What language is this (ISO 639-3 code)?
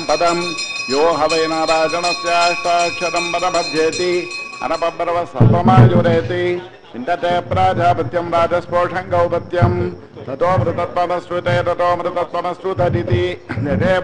san